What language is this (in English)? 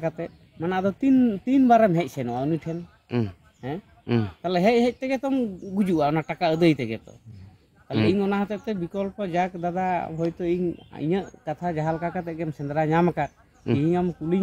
Santali